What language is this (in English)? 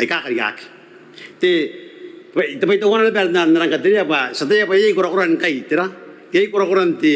Gilbertese